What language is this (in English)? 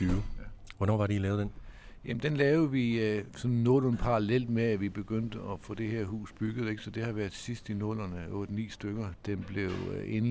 Danish